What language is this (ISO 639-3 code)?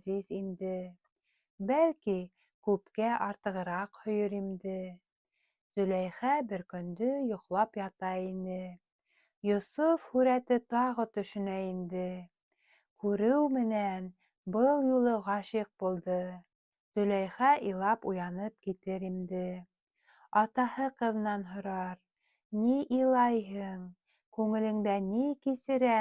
bak